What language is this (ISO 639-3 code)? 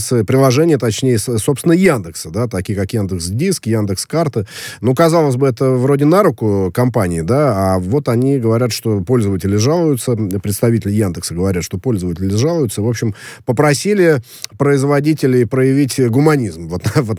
rus